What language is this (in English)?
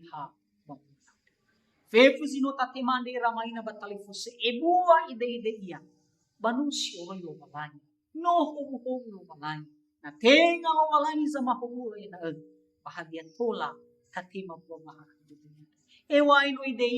Nias